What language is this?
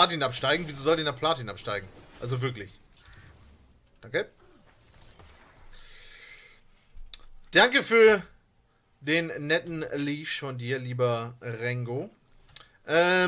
German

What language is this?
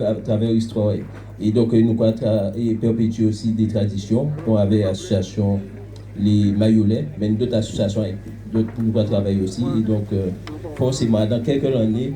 Guadeloupean Creole French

